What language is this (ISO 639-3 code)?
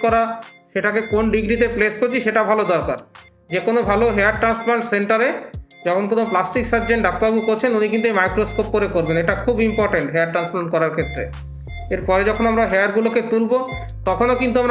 ben